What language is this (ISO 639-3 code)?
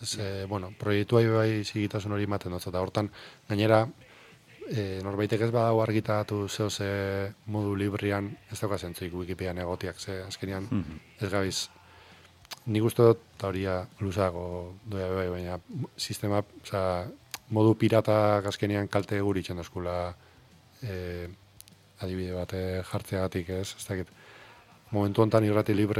eus